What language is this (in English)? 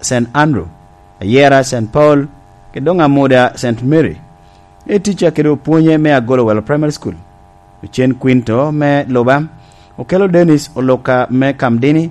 Lango (Uganda)